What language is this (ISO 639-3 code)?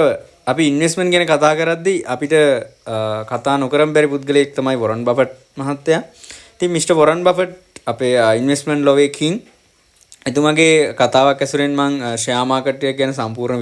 sin